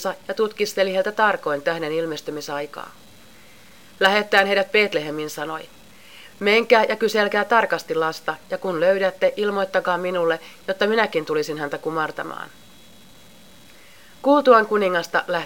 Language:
Finnish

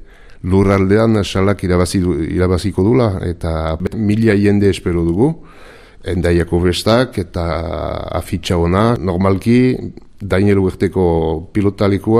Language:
Basque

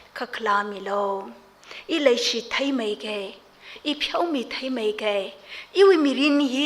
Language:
Tangkhul Naga (India)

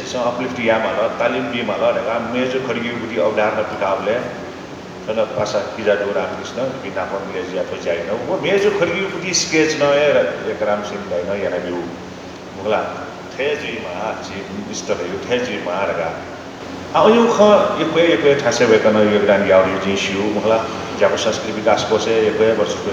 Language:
Newari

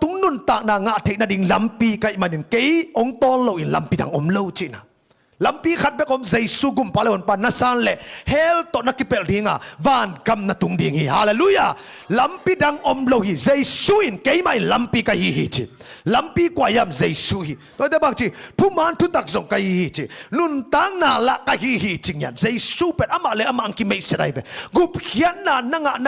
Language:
Tedim Chin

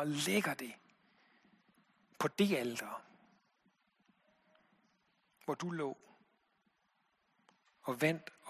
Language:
Danish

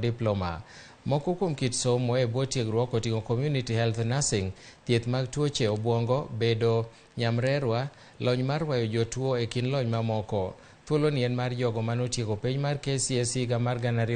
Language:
Luo (Kenya and Tanzania)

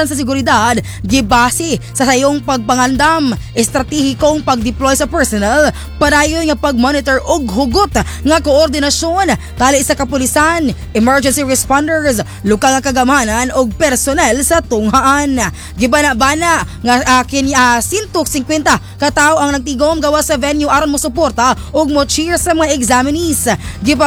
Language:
Cebuano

